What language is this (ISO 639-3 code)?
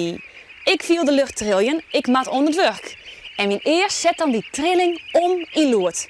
fry